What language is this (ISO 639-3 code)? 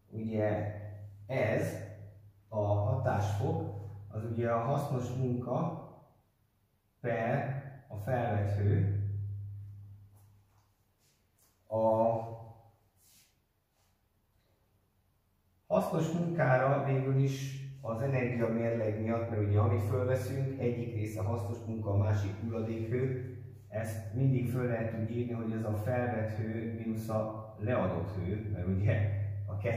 hun